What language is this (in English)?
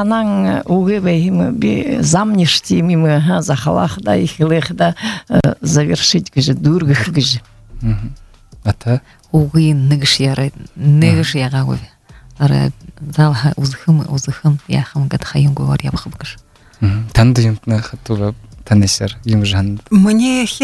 Buriat